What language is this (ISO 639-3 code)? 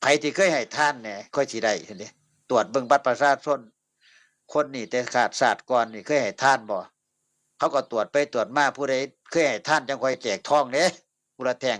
tts